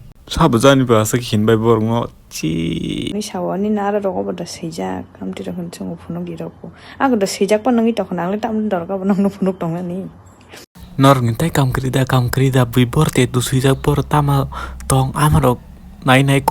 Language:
Kok Borok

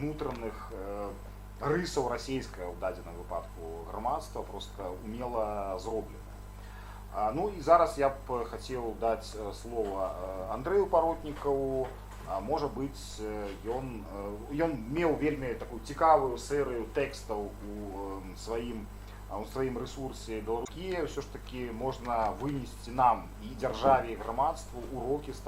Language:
Belarusian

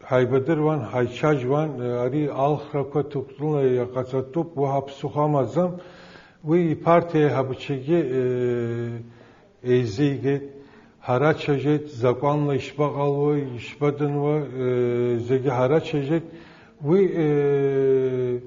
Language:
Abkhazian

